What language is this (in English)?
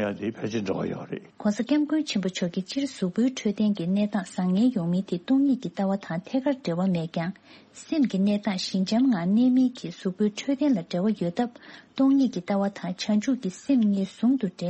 Tibetan